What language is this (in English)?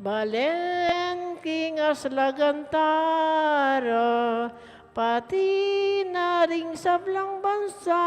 Pampanga